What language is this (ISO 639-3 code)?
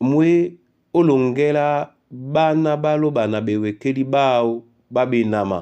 dua